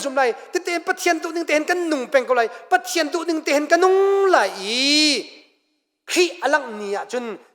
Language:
Hakha Chin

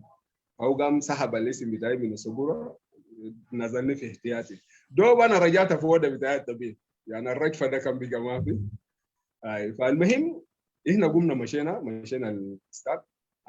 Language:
Sudanese Arabic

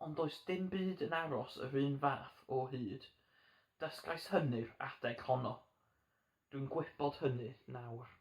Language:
Welsh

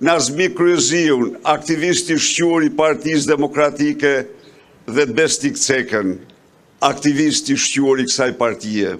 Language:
Albanian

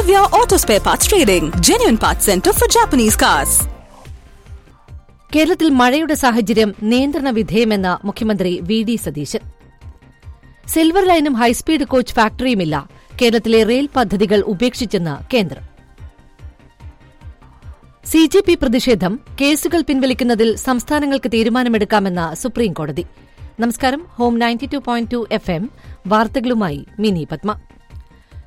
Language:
Malayalam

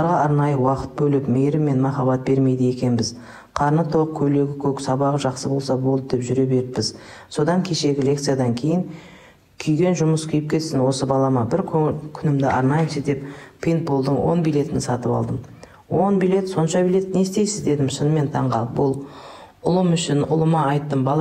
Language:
Kazakh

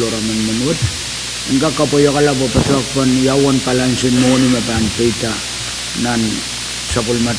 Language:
Pohnpeian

